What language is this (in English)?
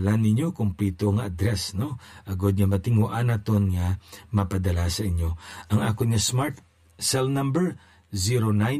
Hiligaynon